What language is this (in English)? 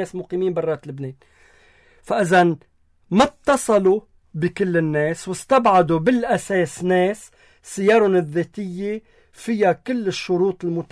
North Levantine Arabic